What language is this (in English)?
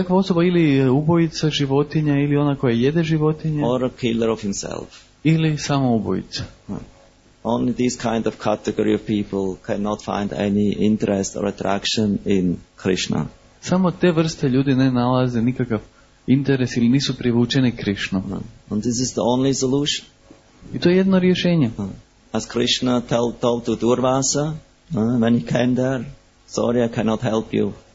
Croatian